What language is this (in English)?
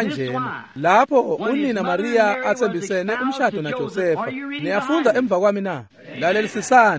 Swati